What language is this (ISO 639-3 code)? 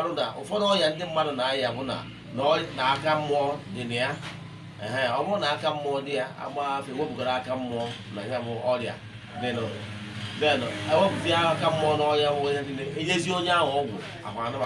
ibo